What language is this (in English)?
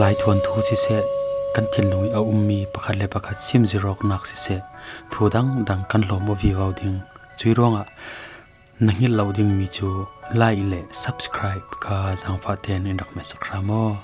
Falam Chin